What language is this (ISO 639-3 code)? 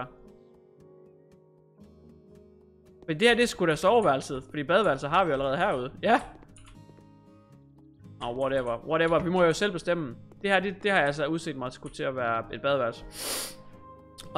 dan